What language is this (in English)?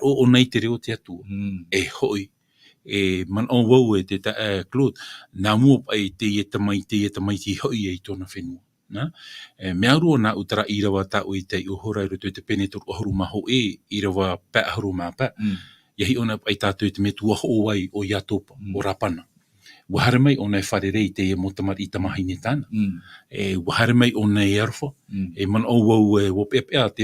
Tahitian